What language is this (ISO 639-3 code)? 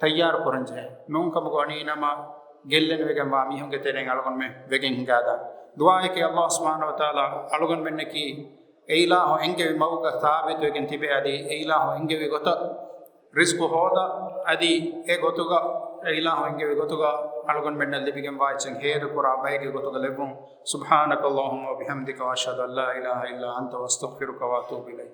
div